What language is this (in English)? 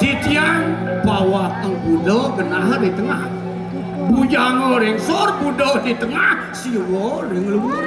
Balinese